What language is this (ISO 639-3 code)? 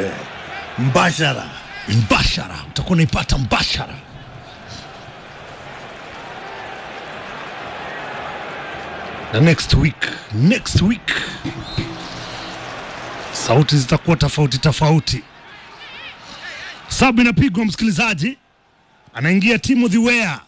swa